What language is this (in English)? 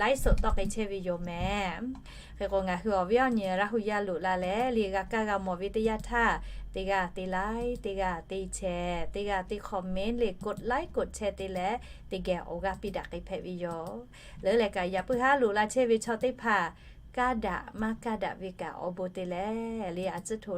Lahu